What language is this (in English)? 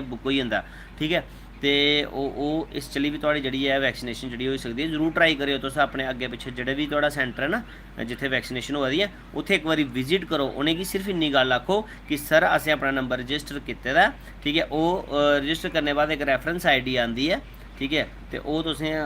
Dogri